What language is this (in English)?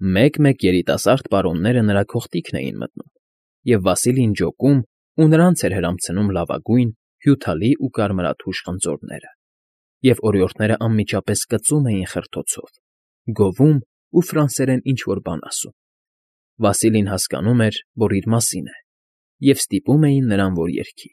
Armenian